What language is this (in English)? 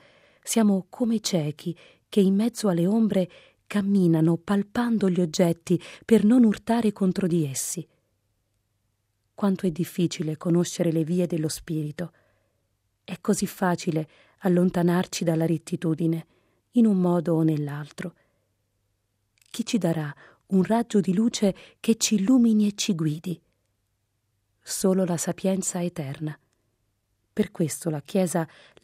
Italian